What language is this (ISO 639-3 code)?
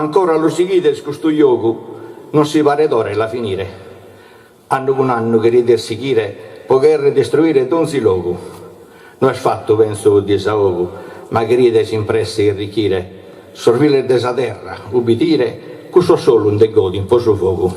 srd